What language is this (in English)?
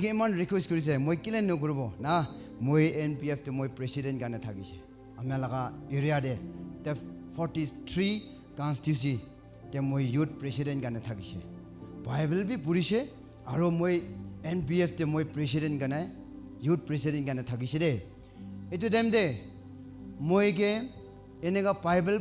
Naga Pidgin